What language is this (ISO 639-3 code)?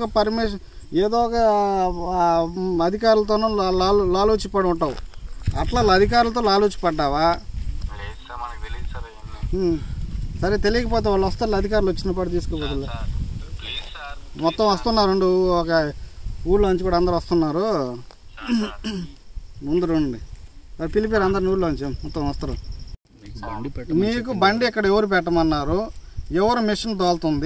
tel